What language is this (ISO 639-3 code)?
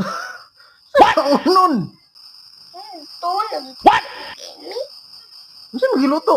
ceb